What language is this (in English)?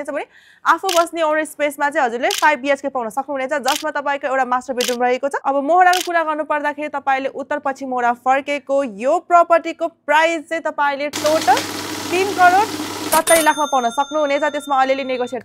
Nepali